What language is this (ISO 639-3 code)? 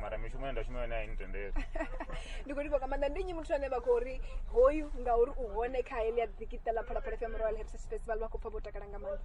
ven